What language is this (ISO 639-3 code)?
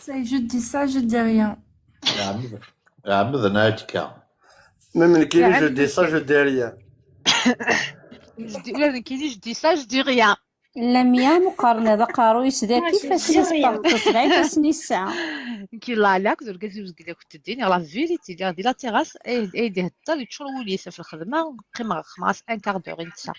kab